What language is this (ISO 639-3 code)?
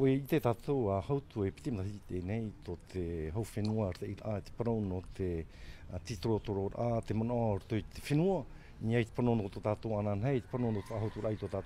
tah